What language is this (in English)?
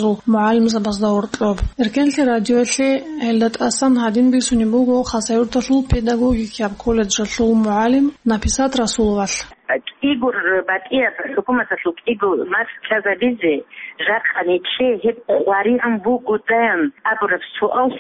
Avaric